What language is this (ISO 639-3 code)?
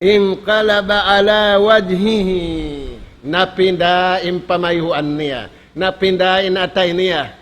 tsg